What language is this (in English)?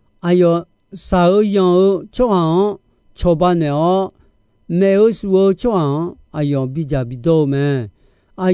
Akha